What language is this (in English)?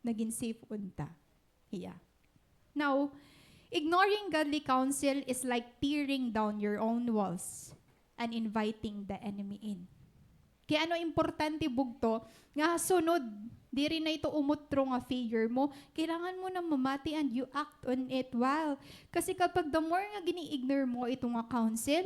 Waray